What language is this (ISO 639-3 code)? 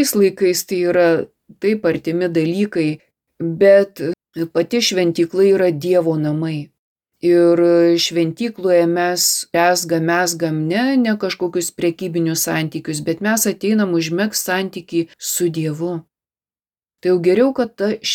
lit